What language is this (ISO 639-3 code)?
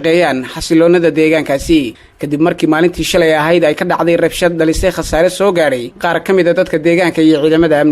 som